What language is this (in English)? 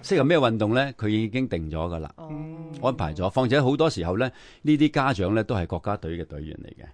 Cantonese